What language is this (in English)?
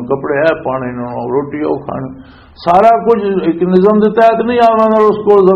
Western Panjabi